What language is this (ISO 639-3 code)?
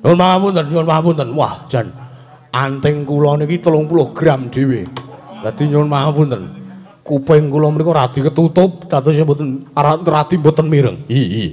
jav